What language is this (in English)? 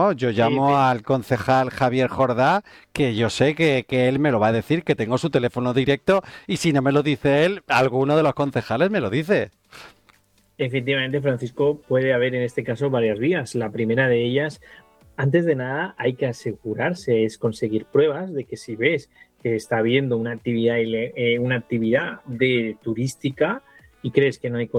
Spanish